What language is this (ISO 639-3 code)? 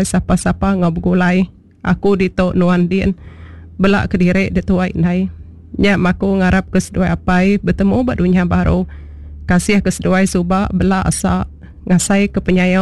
iba